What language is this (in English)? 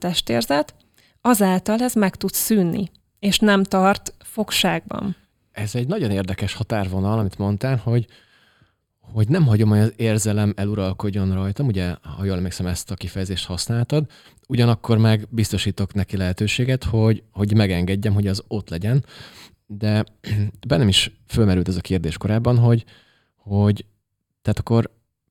Hungarian